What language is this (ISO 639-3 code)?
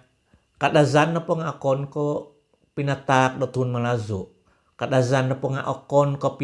dtp